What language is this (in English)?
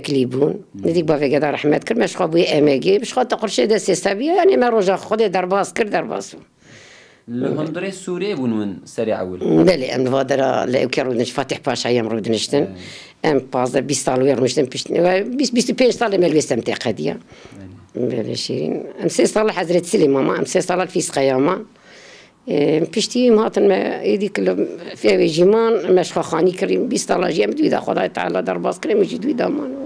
Kurdish